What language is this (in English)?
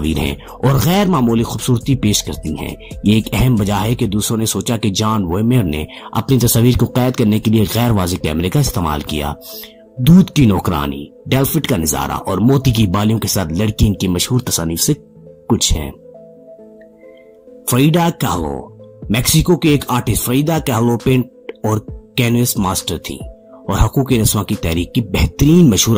Urdu